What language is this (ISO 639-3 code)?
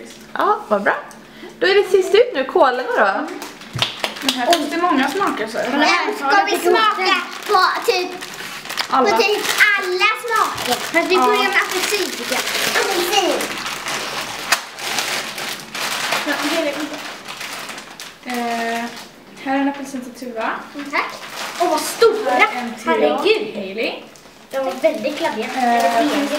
swe